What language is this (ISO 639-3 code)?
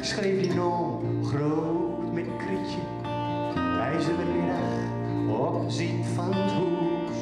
gos